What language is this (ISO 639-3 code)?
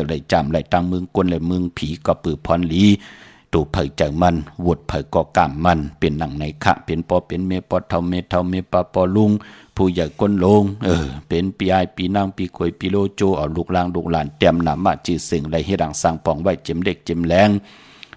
shn